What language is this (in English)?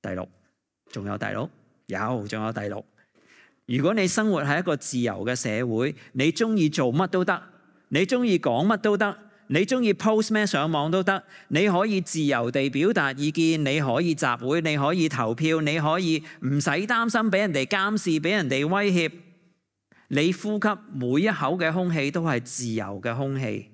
Cantonese